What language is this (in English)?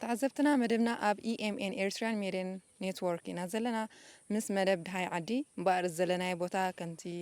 Tigrinya